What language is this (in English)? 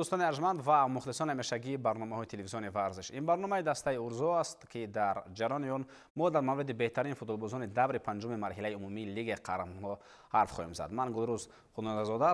Tajik